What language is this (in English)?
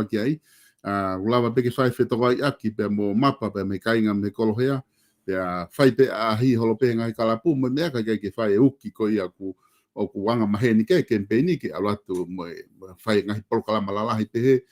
Tongan